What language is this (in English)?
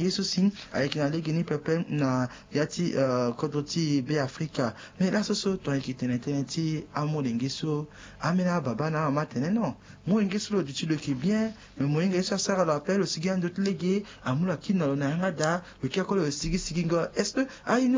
Sango